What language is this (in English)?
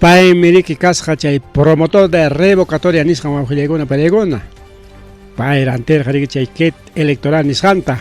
Ayacucho Quechua